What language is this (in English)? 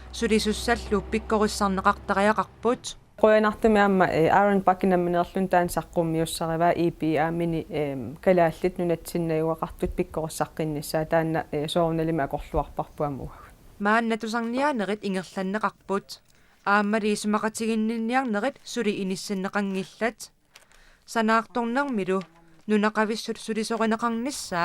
Kalaallisut